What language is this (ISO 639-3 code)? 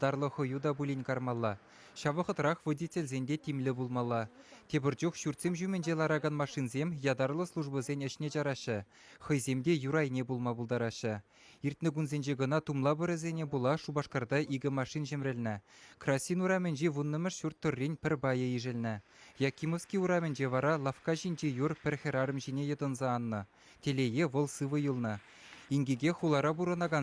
chv